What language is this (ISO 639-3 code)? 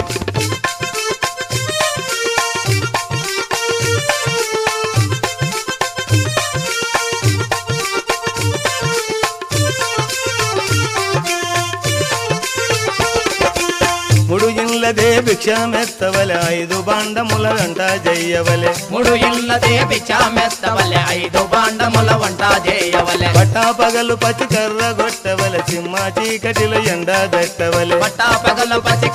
tel